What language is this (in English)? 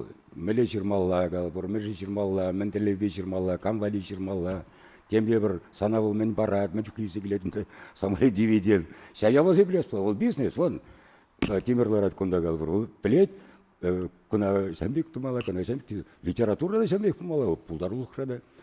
Chuvash